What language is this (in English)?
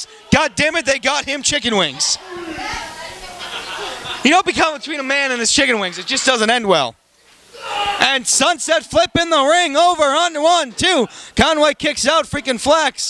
English